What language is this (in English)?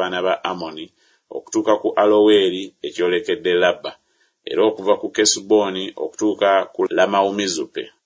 Ganda